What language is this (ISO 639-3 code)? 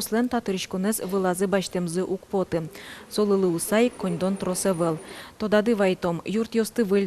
udm